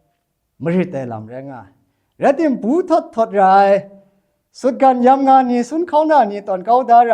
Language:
Kachin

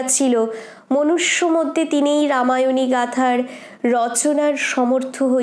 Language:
Bangla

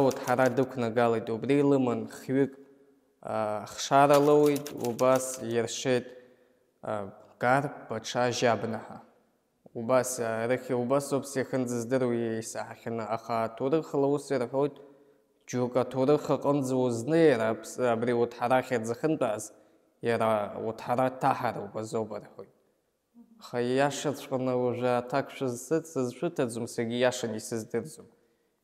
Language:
Abkhazian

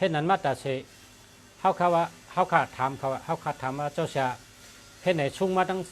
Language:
Shan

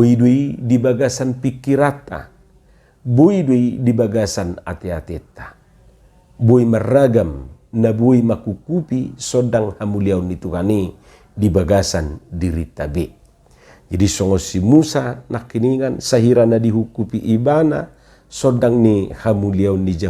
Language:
Batak Toba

